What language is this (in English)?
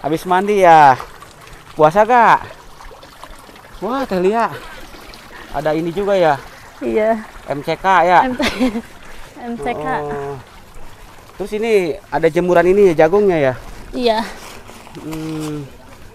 Indonesian